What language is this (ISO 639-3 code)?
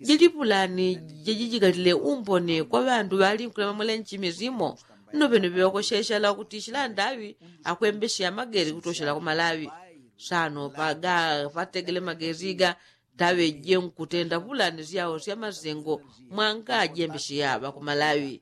yao